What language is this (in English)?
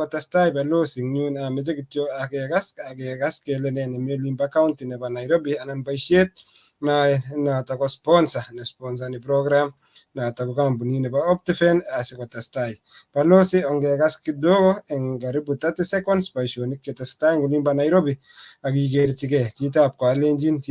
Kalenjin